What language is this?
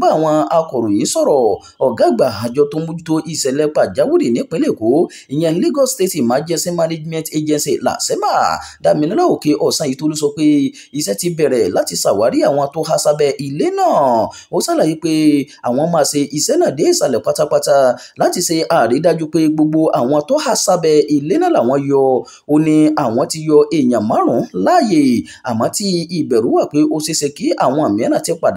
Yoruba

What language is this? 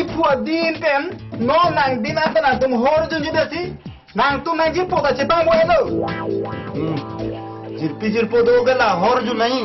Karbi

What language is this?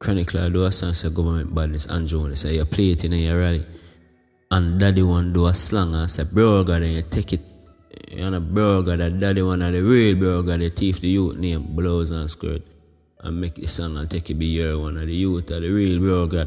Jamaican Creole English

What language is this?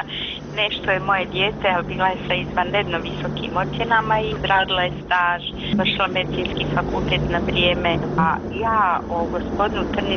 Bosnian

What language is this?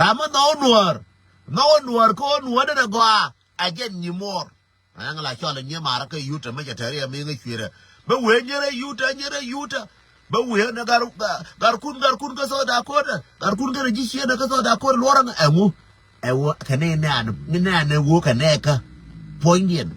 Nuer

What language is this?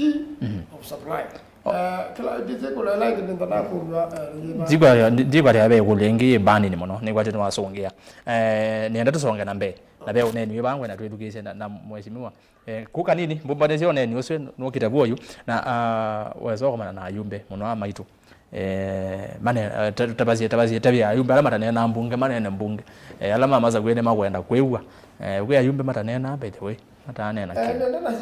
Kamba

